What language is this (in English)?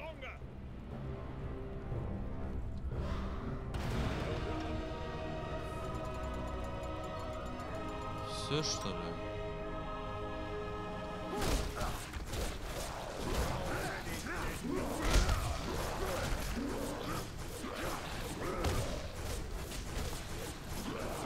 Russian